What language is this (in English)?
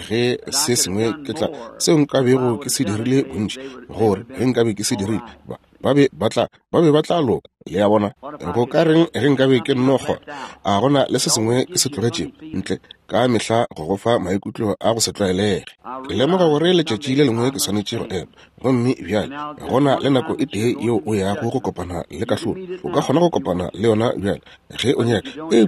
Northern Sotho